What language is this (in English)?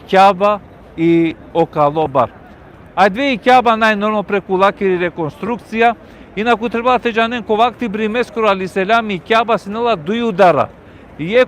Balkan Romani